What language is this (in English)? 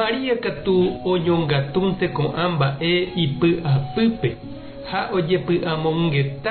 Guarani